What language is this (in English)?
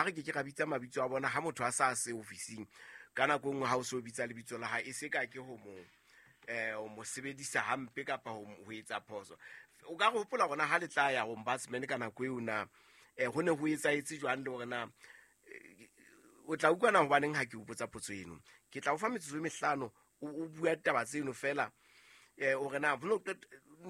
Southern Sotho